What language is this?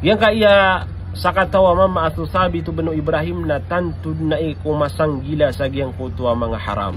Maranao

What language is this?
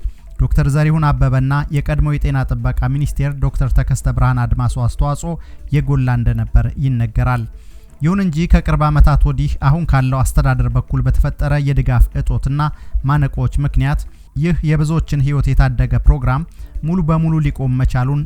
Amharic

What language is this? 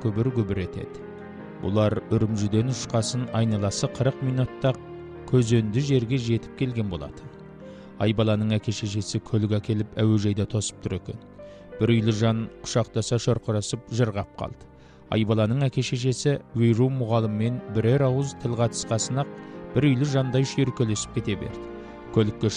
Kazakh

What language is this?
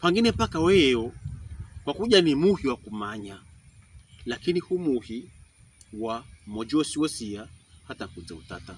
Pokomo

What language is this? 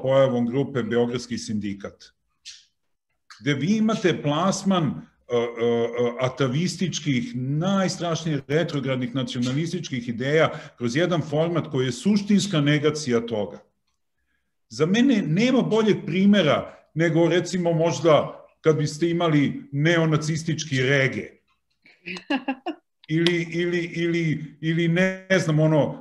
Serbian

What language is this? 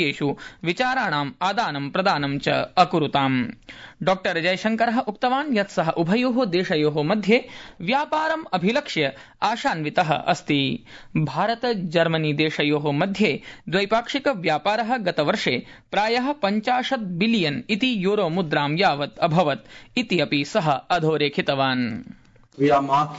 Sanskrit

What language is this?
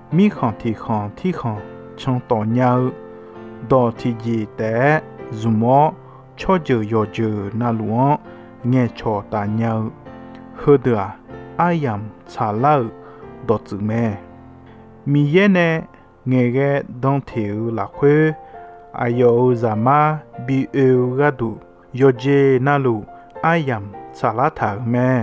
Akha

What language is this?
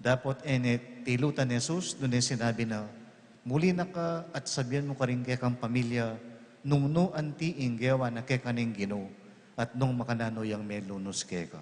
Pampanga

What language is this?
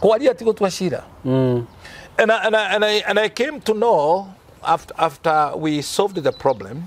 Kikuyu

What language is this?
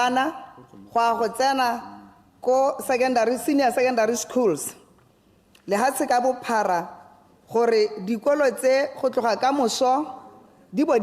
Tswana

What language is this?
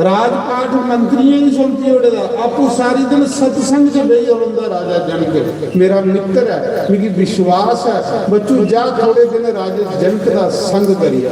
Dogri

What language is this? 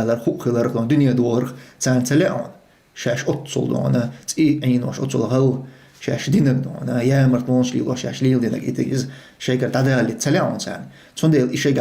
Chechen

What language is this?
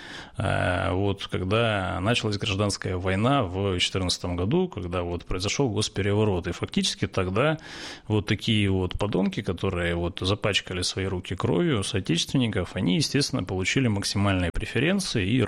Russian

